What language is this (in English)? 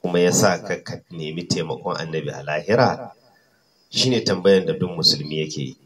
Hausa